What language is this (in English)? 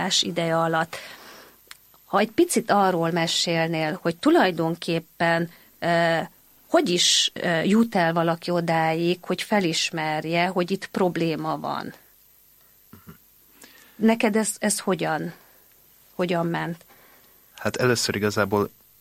Hungarian